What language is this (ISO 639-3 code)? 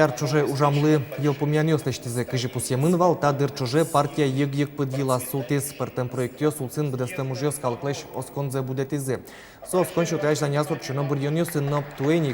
udm